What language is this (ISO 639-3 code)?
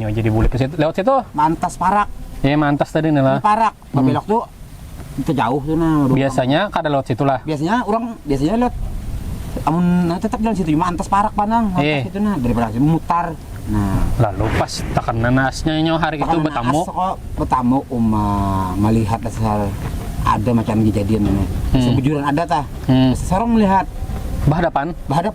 bjn